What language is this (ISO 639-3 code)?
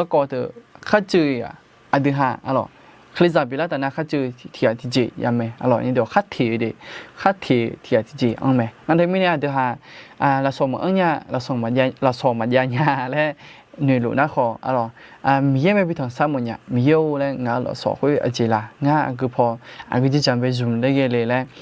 ahk